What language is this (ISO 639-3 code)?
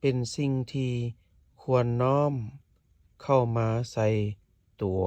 lao